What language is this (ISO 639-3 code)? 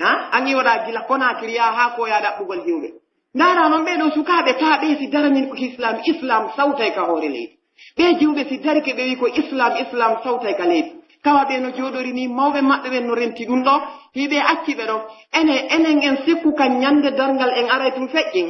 fuf